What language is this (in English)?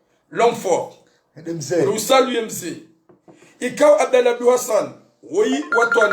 Ngazidja Comorian